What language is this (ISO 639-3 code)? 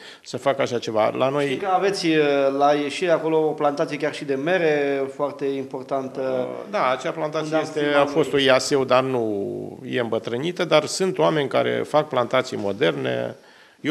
ron